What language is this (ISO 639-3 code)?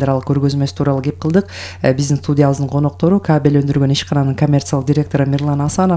kir